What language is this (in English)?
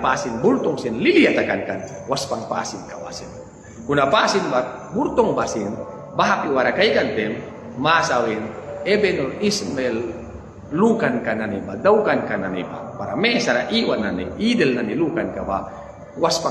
Mískito